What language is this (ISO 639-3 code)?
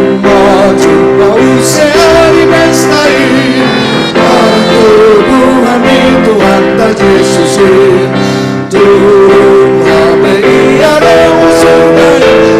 bts